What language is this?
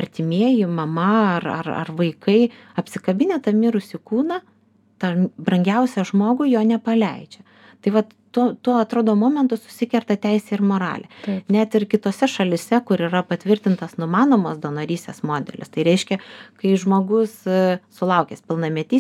Lithuanian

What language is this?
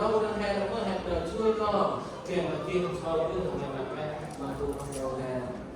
Central Mnong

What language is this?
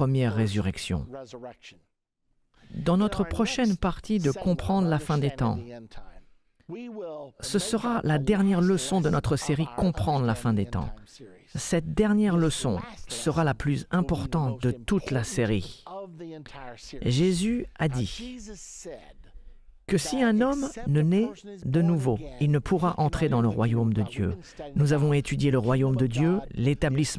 French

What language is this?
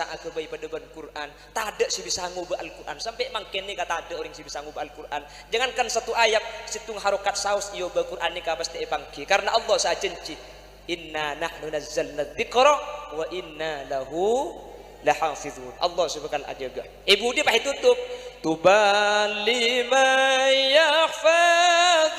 Madurese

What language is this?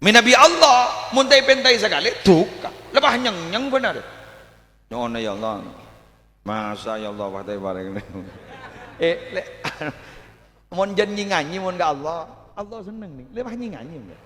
Madurese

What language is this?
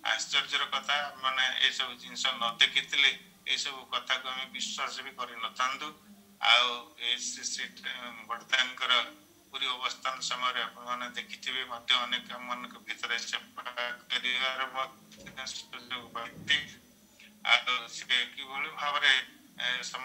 Odia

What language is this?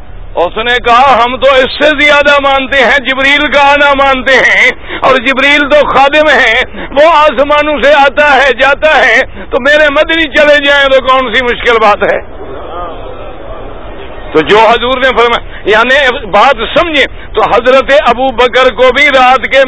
Urdu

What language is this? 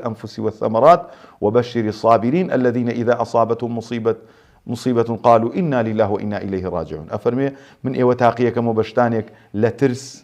Central Kurdish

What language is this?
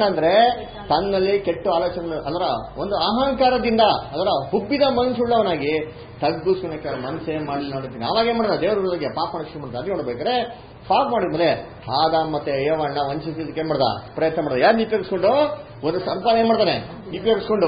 Kannada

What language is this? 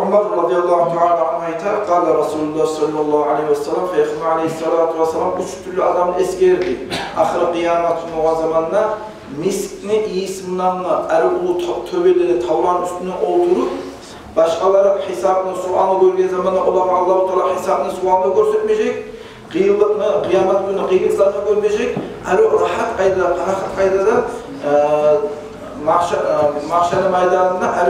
Kumyk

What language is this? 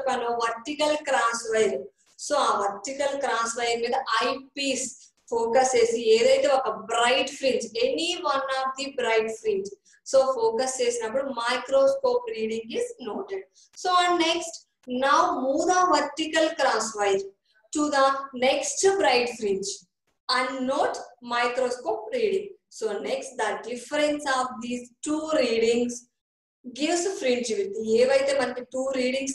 Telugu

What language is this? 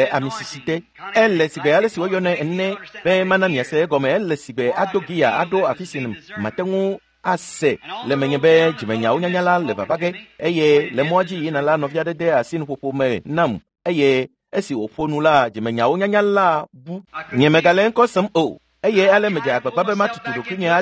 Ewe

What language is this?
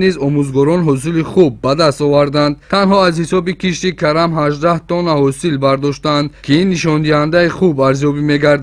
Tajik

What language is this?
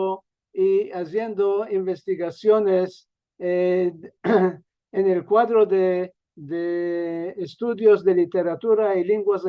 Ladino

